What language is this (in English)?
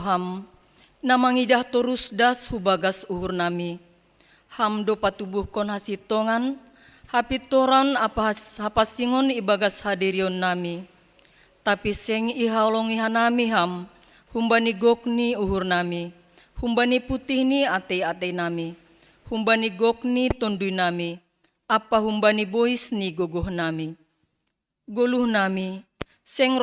Batak Simalungun